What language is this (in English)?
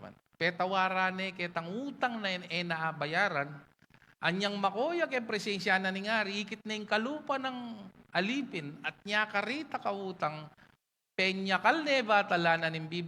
Pampanga